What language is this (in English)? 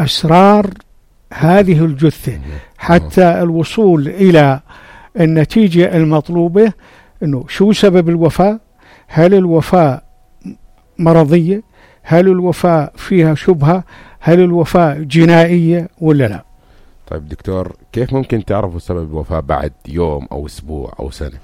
North Levantine Arabic